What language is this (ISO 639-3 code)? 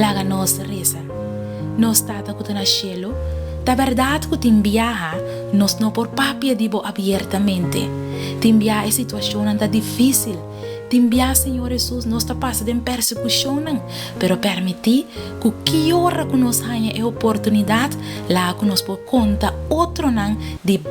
pap